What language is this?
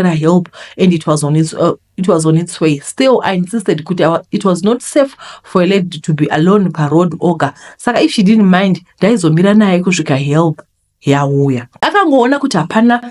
Shona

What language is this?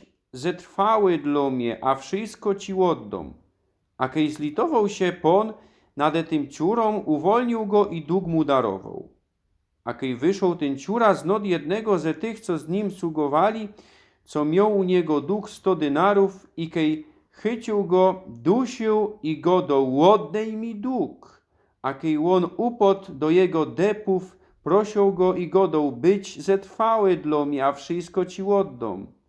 Silesian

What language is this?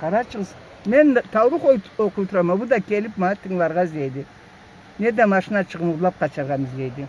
Karachay-Balkar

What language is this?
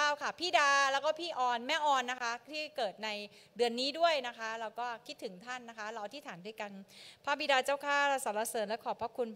Thai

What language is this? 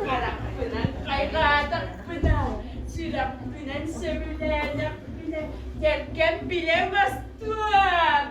Yakut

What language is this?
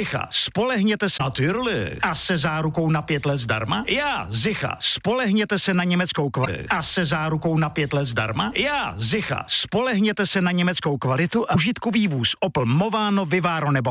Czech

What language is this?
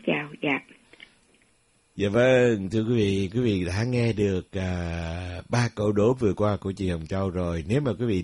Vietnamese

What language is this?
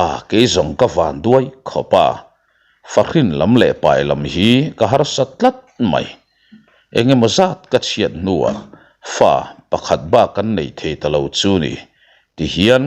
Mizo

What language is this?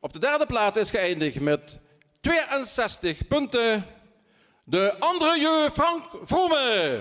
Limburgish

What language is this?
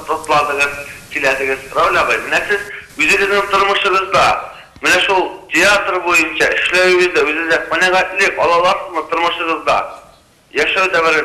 Tatar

